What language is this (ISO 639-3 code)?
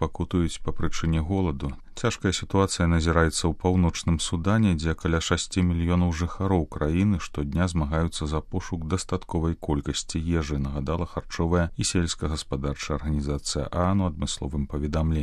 bel